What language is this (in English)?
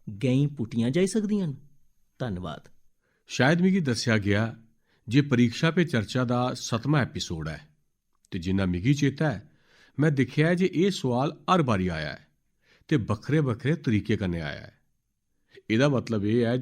Dogri